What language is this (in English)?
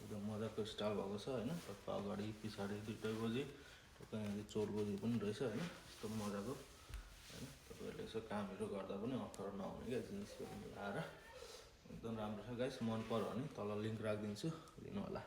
Nepali